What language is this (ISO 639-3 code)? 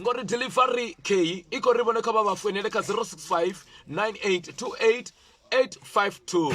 ven